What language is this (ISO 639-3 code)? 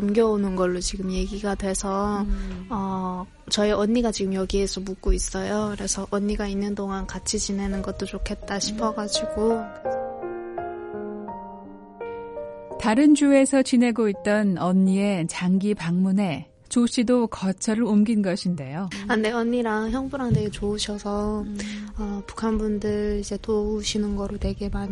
kor